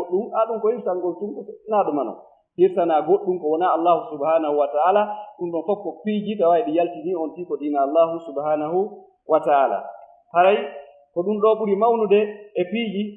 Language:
Fula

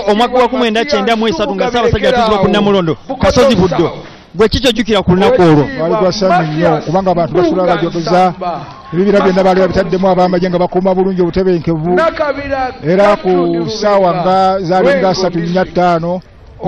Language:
Ganda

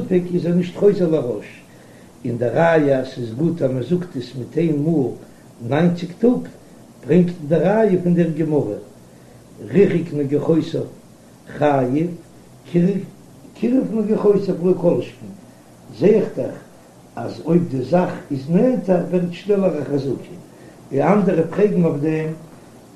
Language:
Yiddish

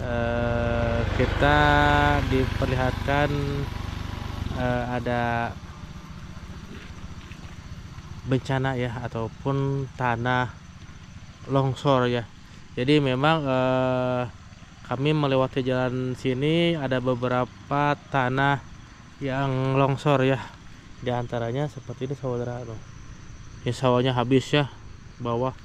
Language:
Indonesian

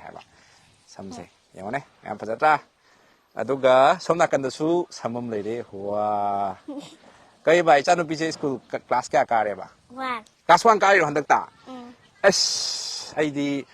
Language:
Manipuri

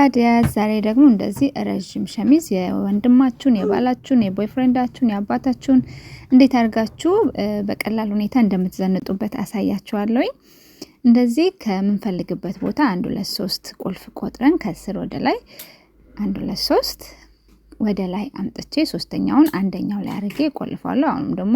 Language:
Amharic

